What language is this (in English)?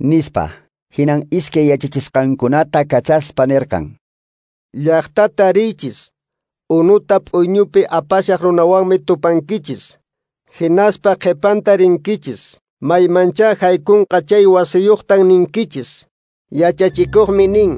Quechua